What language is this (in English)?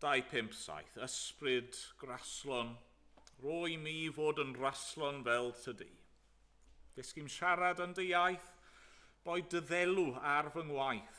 Welsh